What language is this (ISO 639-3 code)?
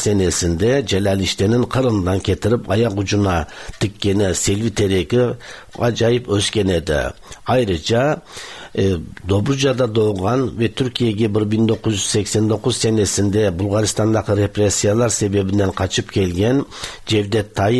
tat